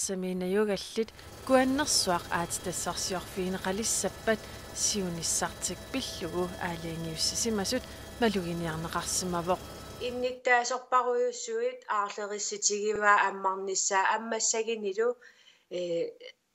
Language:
Kalaallisut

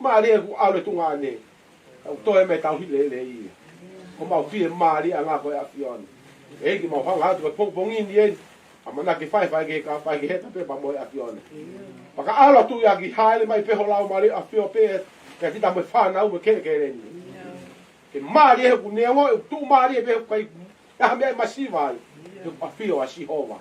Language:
Tongan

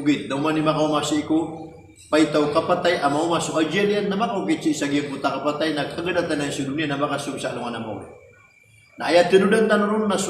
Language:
Maranao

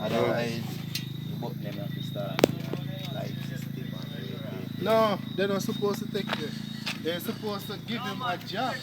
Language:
Jamaican Creole English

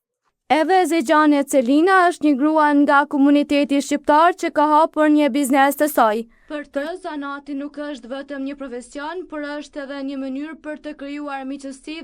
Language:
Albanian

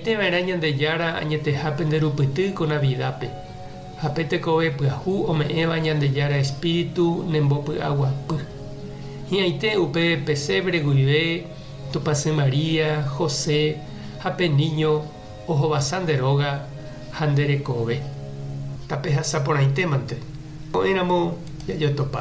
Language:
Guarani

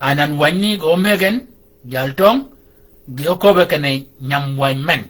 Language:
Shilluk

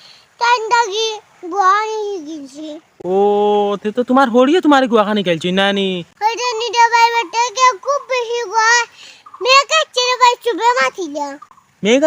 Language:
Sylheti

